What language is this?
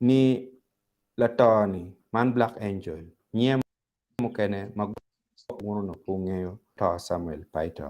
Acoli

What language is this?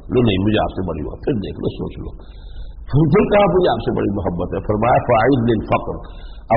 Urdu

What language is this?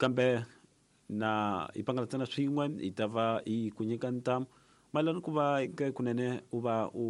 Tsonga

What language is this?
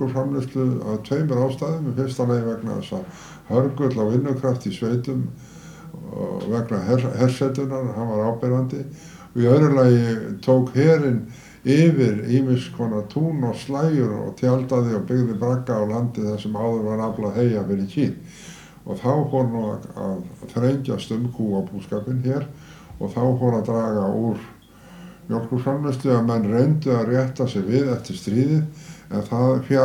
Icelandic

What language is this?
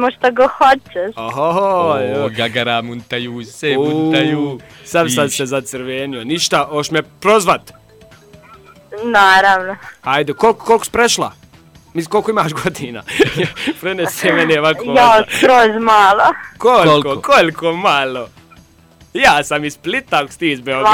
Bosnian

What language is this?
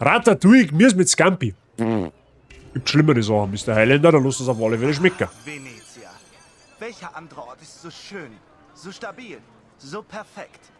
Bavarian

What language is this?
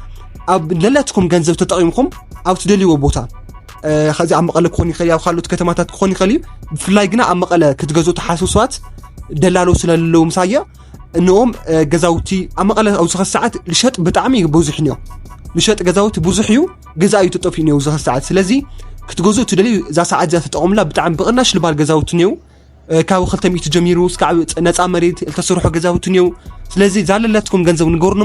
Tigrinya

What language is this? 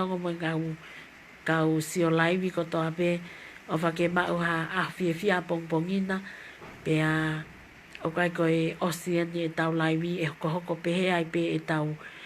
Tongan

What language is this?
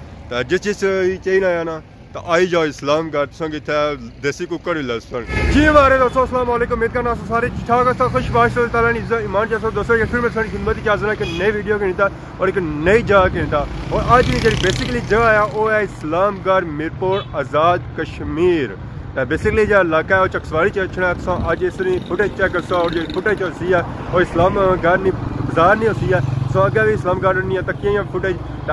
Pahari-Potwari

